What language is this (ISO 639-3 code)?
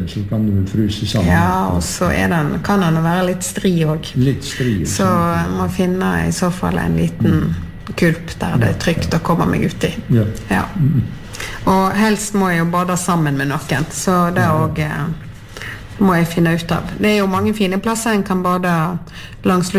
nor